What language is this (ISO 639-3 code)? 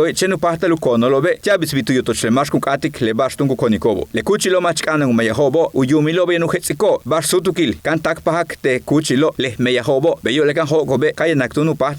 yua